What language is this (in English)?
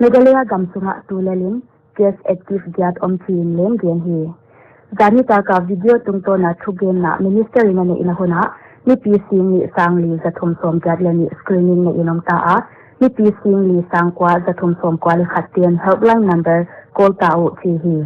Paite Chin